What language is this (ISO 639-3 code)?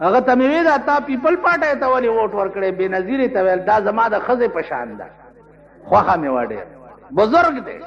pus